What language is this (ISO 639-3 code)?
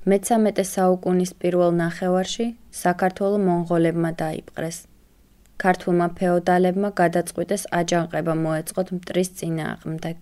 kat